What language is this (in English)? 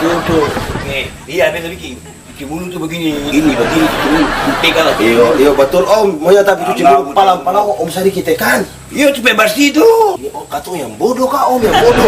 Ambonese Malay